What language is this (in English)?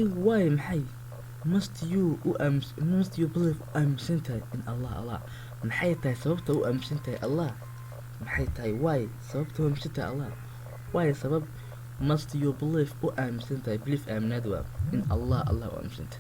Somali